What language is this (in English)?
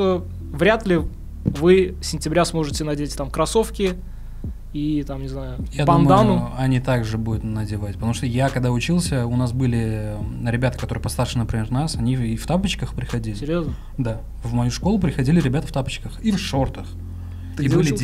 Russian